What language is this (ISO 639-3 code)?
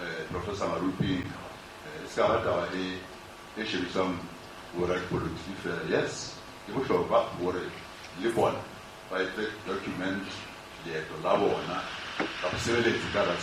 sot